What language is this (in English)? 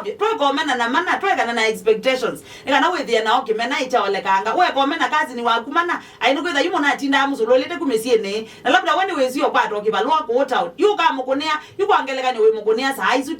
Kamba